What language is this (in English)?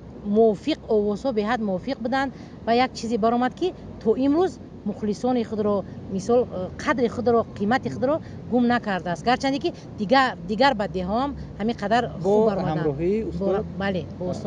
Tajik